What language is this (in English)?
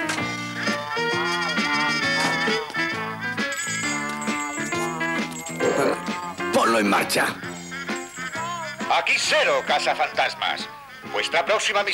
Spanish